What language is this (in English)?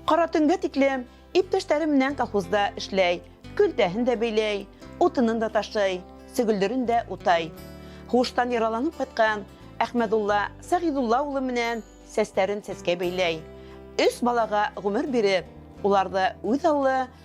Bashkir